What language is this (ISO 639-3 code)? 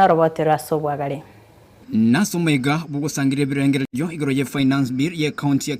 guz